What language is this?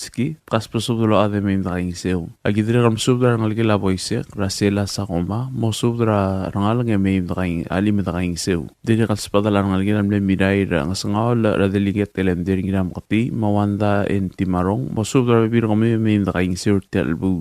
Palauan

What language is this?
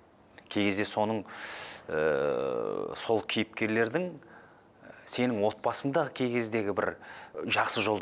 Kazakh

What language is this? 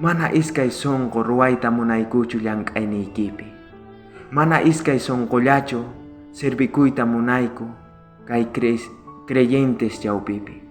South Bolivian Quechua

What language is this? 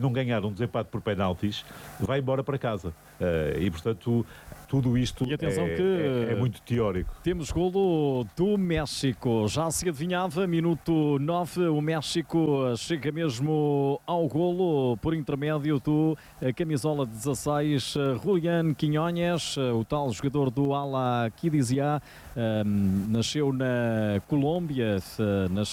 Portuguese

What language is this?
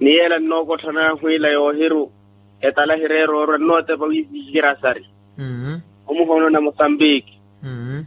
Makhuwa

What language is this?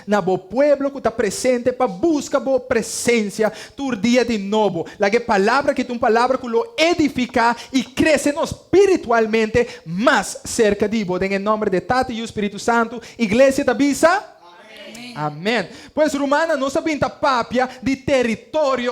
Papiamento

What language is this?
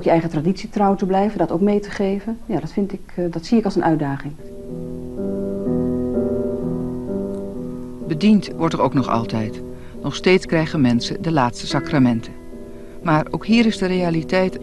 Dutch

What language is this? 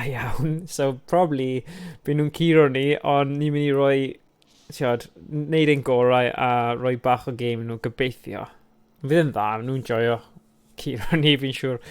Welsh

